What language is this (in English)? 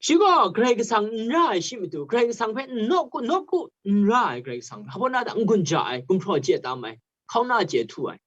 Kachin